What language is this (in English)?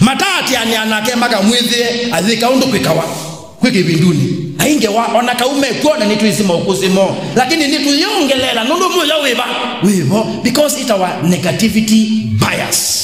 Kamba